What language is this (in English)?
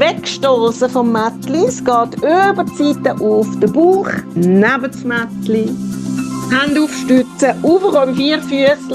Swiss German